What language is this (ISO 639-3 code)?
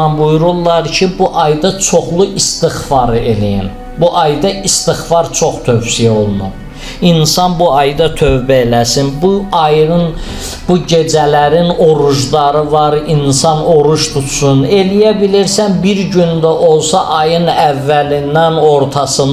aze